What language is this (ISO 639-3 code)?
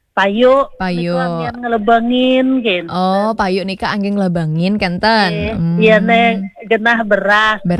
ban